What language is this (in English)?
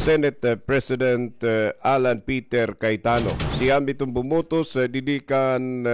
Waray